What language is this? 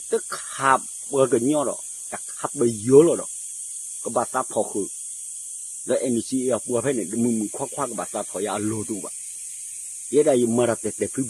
S'gaw Karen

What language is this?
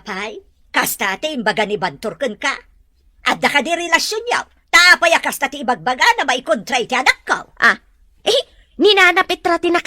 Iloko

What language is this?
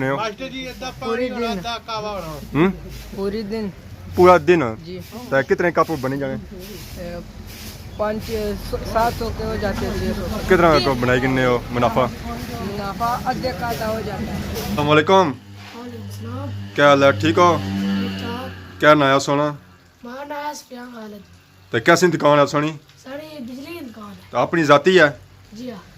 Pahari-Potwari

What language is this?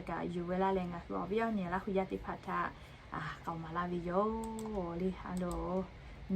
Lahu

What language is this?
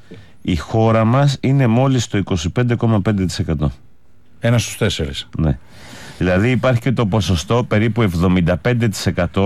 Greek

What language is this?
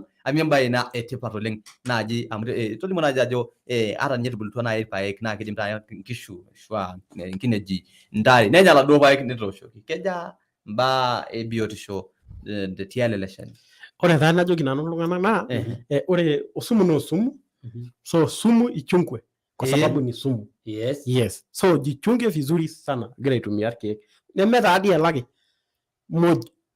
Masai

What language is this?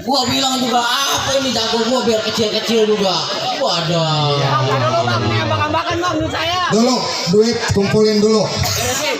Betawi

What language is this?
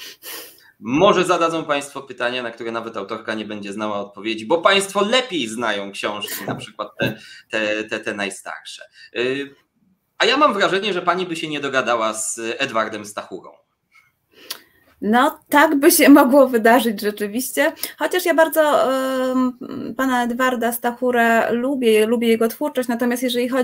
Polish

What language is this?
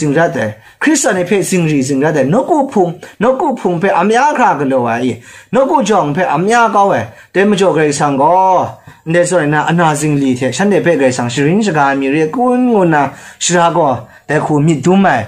Kachin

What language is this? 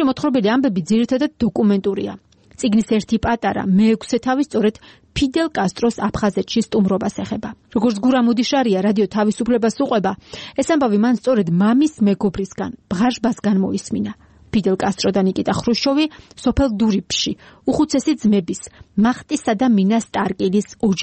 Georgian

